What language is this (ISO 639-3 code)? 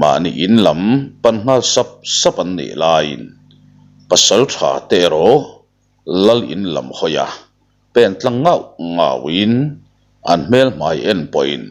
lus